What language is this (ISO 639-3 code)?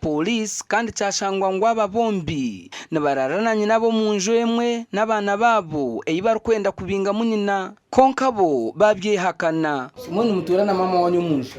nyn